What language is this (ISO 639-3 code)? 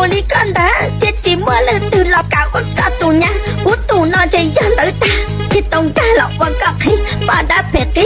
hmn